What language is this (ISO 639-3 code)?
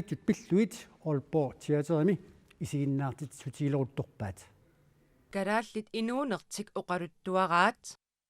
kal